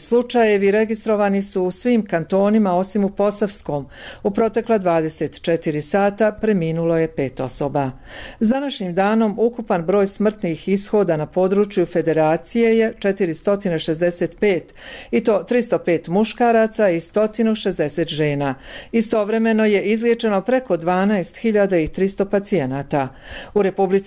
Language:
Bosnian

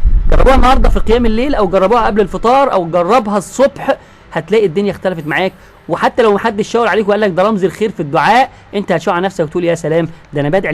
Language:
Egyptian Arabic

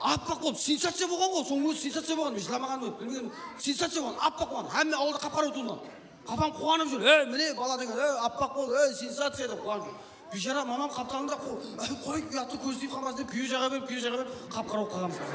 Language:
Kara-Kalpak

